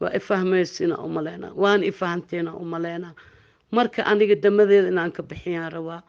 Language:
Somali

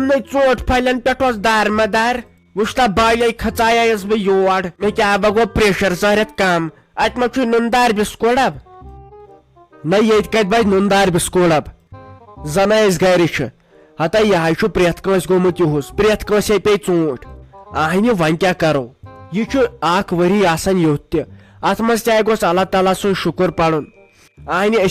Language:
Kashmiri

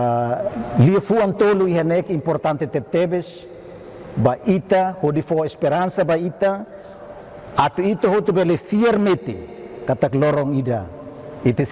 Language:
Tetum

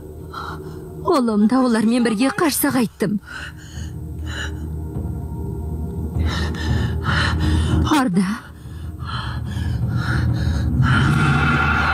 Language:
Kazakh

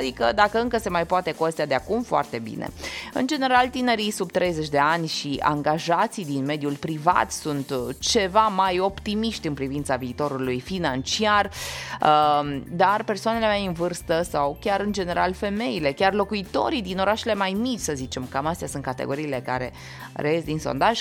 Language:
Romanian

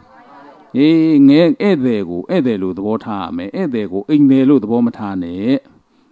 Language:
Burmese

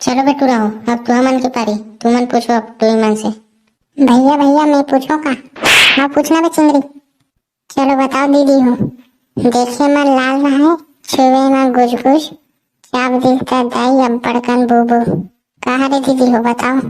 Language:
Chhattisgarhi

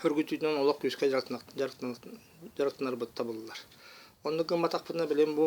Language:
Yakut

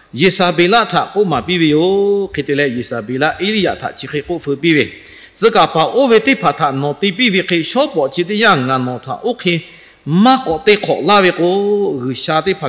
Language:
Lahu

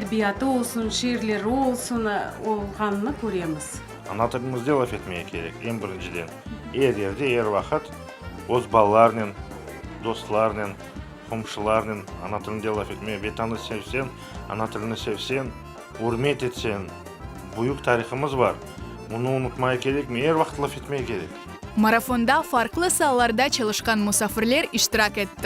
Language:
Crimean Tatar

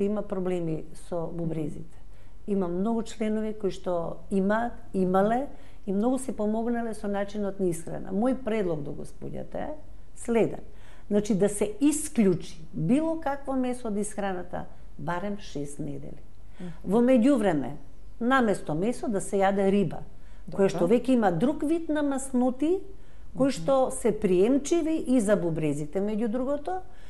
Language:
Macedonian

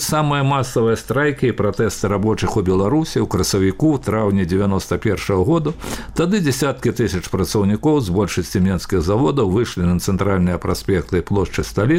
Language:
Belarusian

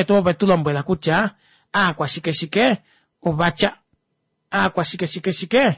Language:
Kuanyama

